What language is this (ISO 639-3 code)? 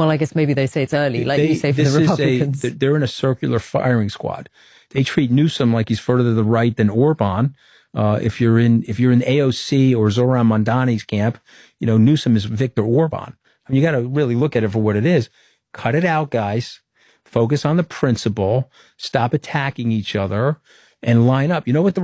eng